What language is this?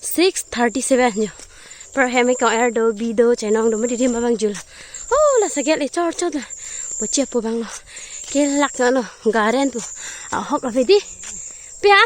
Karbi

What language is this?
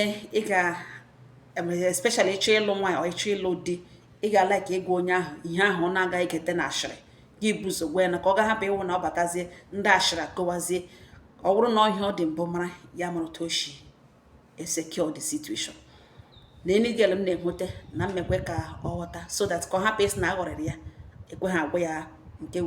Igbo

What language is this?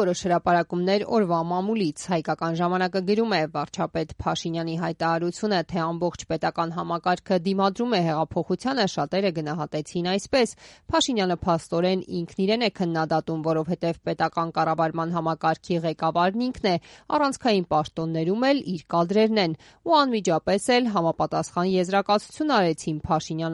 Armenian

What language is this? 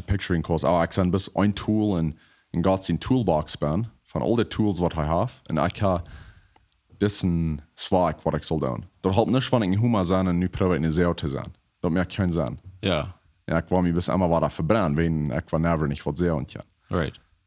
Plautdietsch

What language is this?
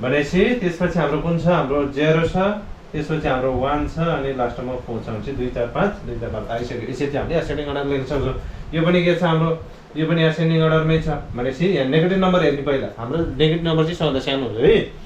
Nepali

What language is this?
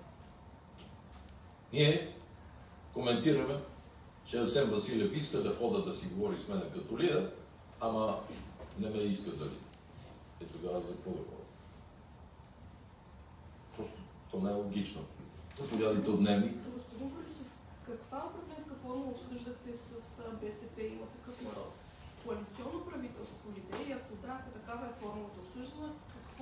Bulgarian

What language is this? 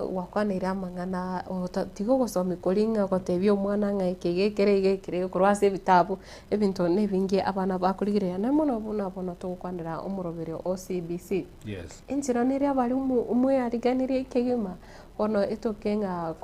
Gusii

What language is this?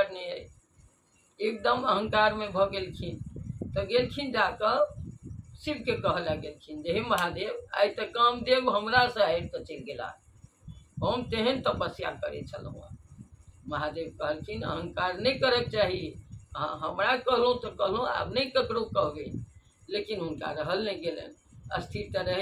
Maithili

